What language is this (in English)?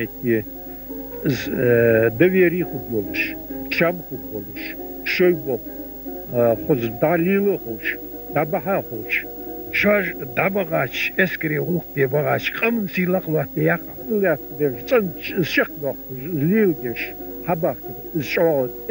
Ingush